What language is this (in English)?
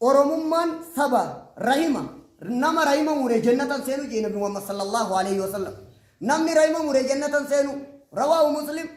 Oromo